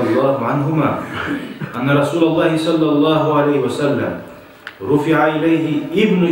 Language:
Kumyk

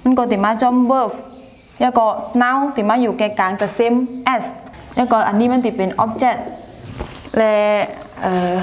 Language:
Shan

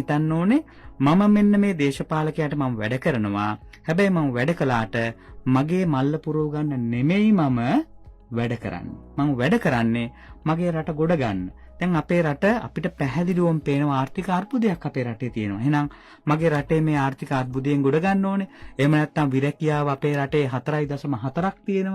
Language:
Sinhala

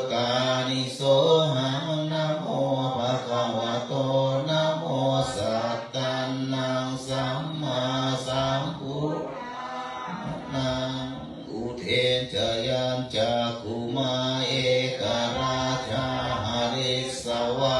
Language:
Pali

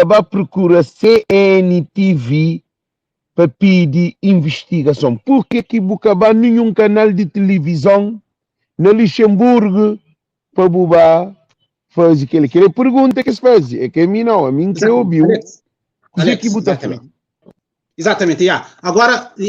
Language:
Kabuverdianu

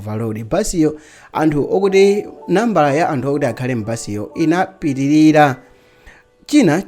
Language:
Nyanja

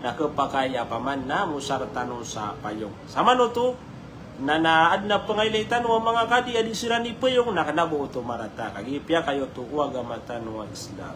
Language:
Maranao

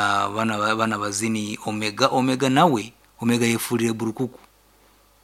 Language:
Nyankole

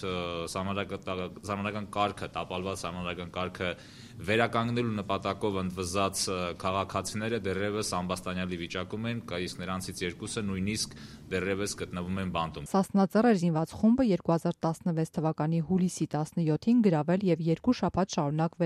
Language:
Armenian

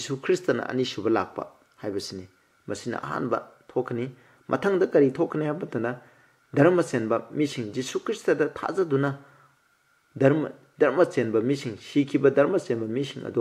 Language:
Manipuri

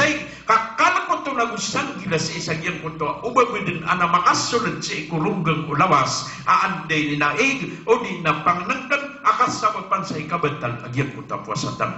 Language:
Maranao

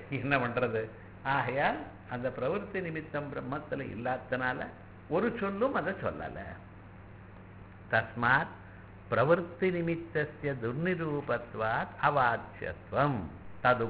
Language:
Tamil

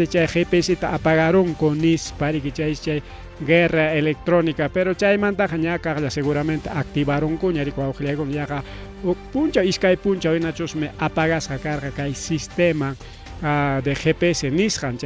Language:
Ayacucho Quechua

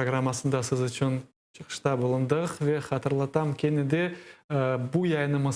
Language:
Crimean Tatar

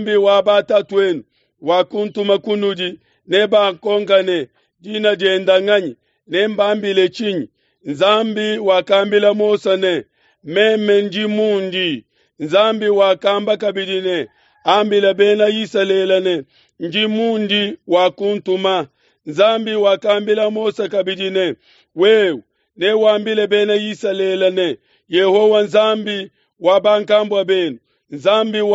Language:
Luba-Lulua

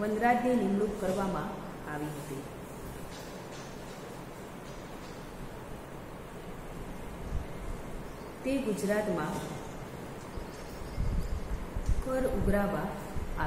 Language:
Gujarati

